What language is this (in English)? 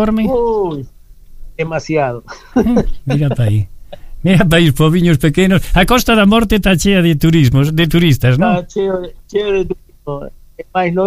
Galician